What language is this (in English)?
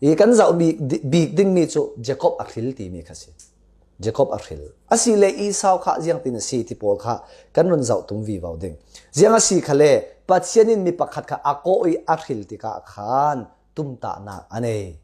Falam Chin